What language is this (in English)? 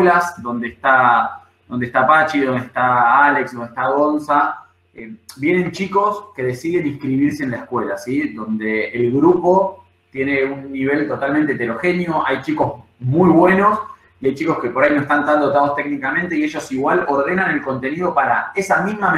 Spanish